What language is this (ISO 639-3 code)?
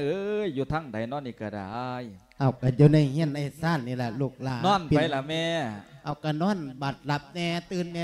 lao